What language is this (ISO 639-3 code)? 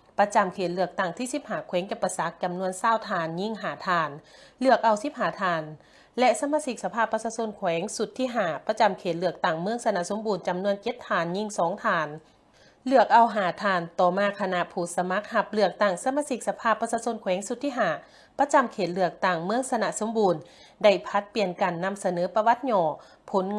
lao